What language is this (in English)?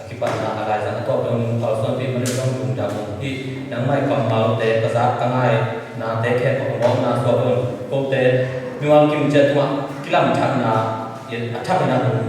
Tedim Chin